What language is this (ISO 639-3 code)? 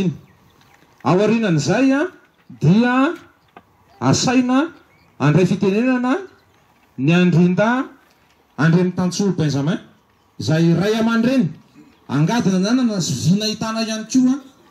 mlg